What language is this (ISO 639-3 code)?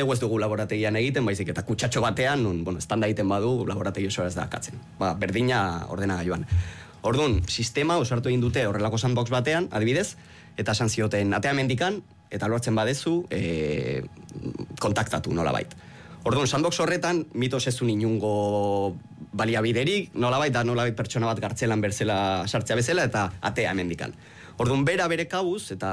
eus